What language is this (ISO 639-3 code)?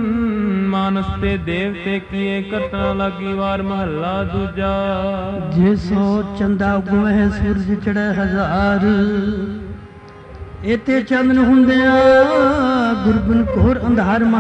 pan